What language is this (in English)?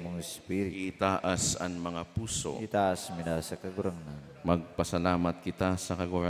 Bikol